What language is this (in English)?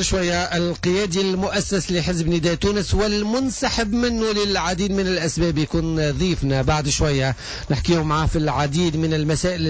Tunisian Arabic